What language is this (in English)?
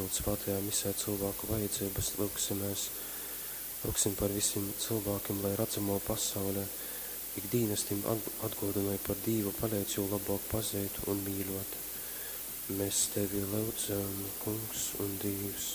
Latgalian